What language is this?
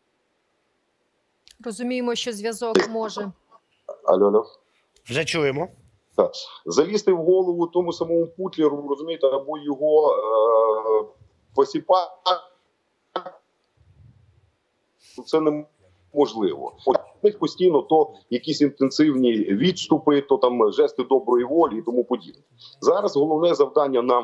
Ukrainian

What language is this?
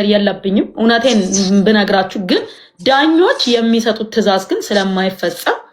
Amharic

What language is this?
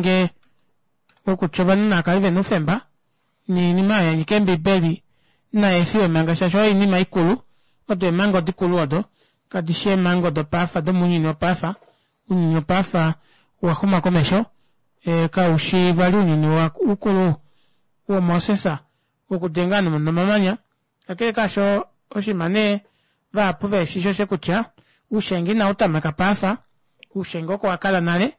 Kuanyama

